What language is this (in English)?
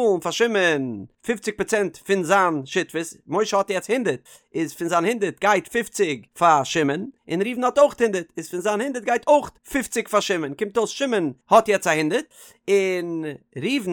Yiddish